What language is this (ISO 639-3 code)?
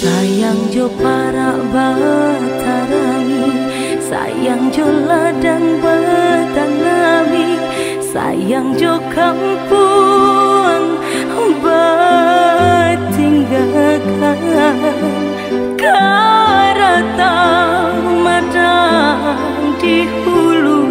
min